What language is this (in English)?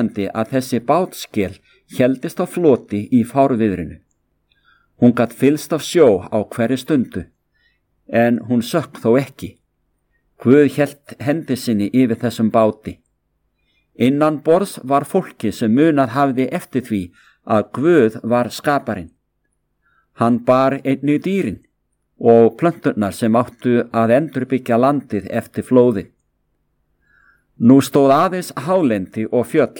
Icelandic